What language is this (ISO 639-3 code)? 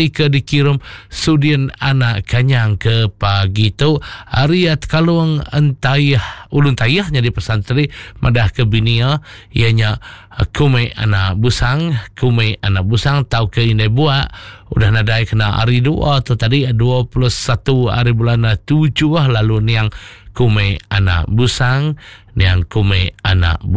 iba